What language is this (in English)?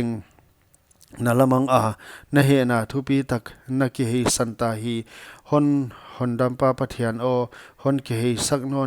Paite Chin